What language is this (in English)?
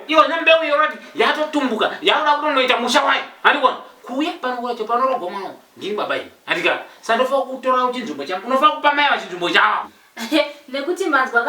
Shona